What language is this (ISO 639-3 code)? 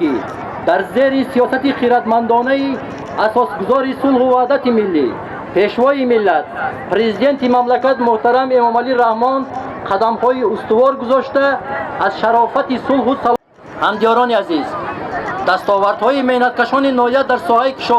tgk